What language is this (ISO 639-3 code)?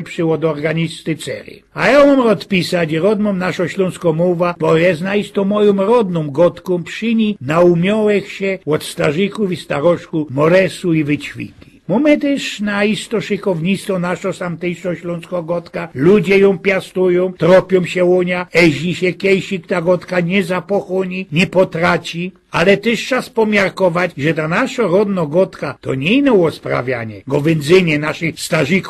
szl